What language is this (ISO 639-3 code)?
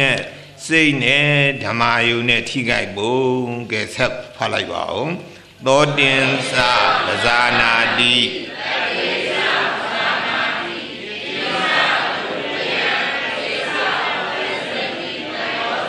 mya